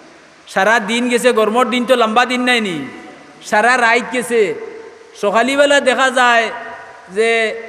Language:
Sylheti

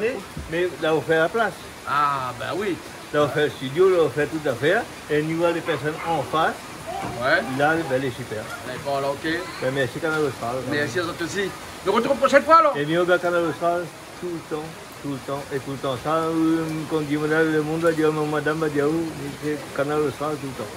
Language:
Réunion Creole French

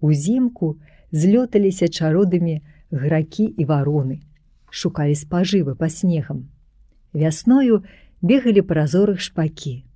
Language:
Belarusian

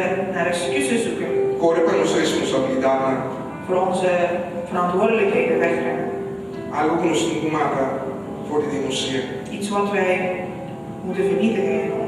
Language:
Papiamento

